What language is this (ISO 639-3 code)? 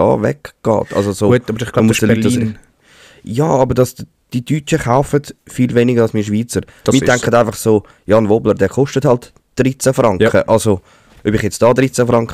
gsw